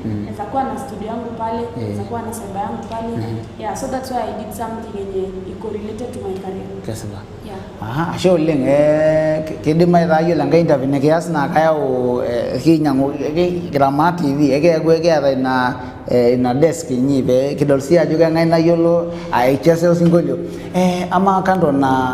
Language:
Masai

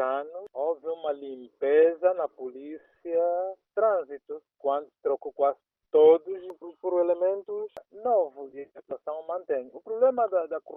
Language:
Portuguese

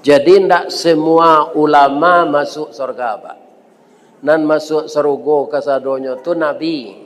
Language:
Minangkabau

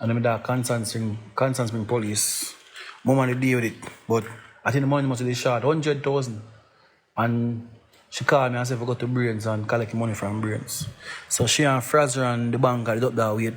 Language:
Jamaican Creole English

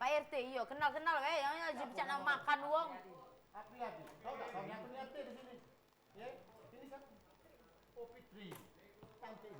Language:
Musi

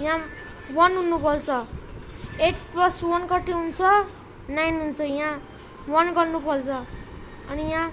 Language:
Nepali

